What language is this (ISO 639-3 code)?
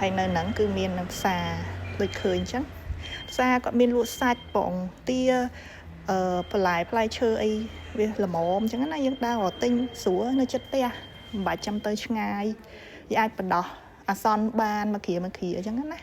khm